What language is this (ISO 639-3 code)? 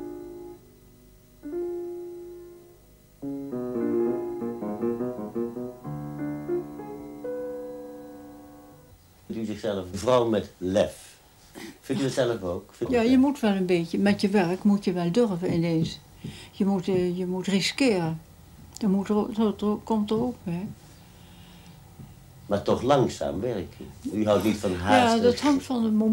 nld